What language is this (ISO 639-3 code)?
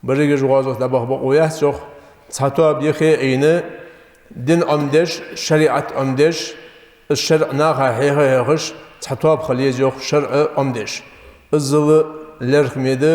inh